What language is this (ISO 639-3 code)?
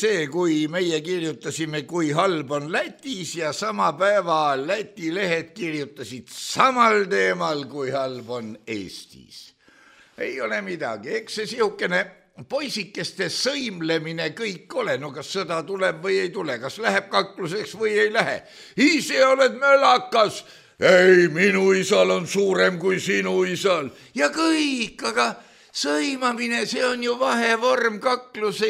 est